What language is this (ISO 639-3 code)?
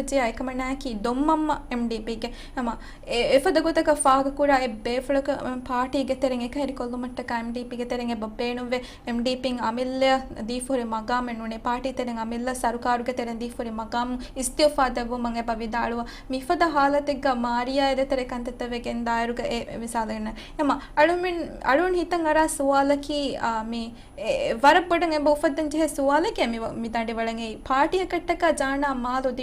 div